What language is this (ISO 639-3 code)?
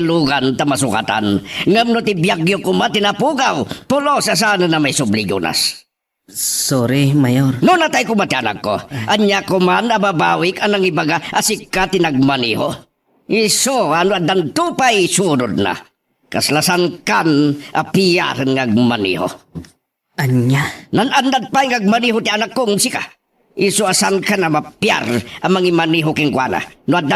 ilo